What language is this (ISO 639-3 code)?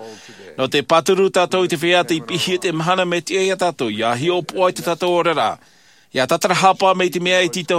tah